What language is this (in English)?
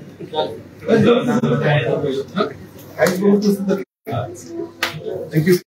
Hindi